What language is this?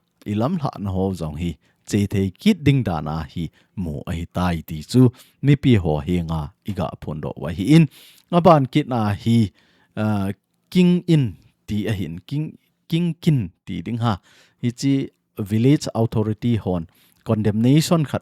Thado Chin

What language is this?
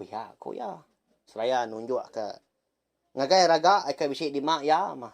Iban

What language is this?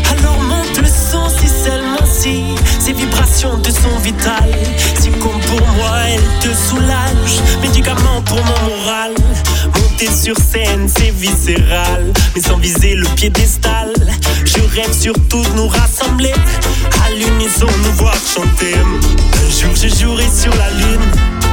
French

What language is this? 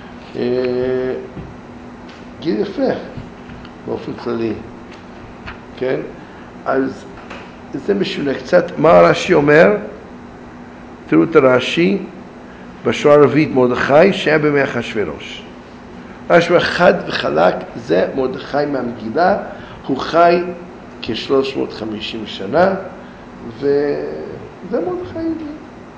Hebrew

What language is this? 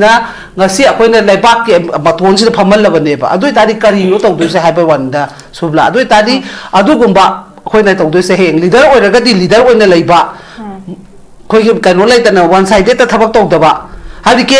Manipuri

